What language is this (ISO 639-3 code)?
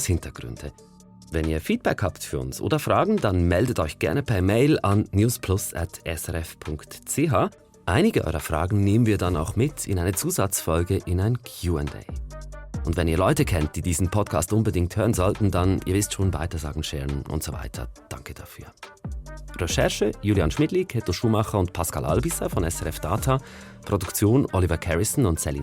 gsw